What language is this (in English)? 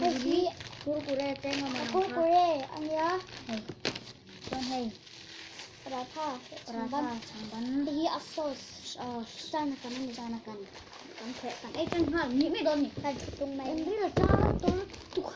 Mizo